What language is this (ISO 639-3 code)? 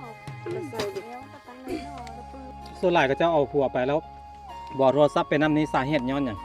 lao